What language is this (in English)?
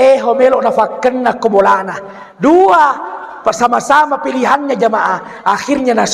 Buginese